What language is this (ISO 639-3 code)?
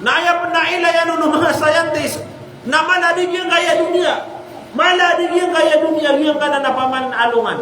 mrw